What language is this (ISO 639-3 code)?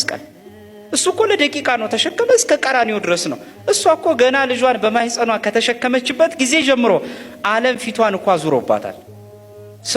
amh